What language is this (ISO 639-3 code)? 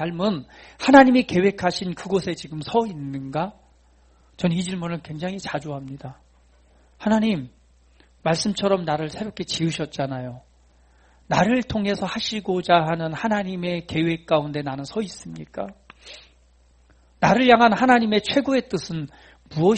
kor